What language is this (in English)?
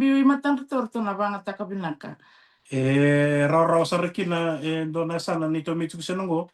Fijian